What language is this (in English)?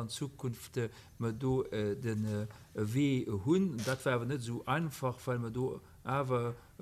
Luxembourgish